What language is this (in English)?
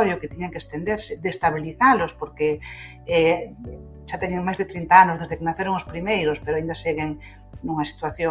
Galician